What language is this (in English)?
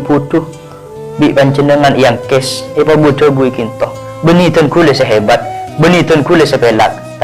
Madurese